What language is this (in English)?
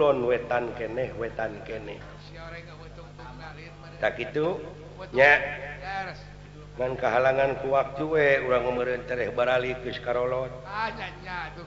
Sundanese